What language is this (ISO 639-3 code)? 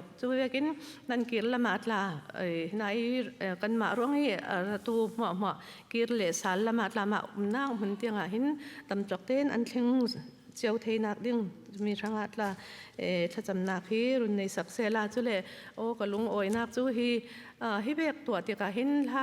cfm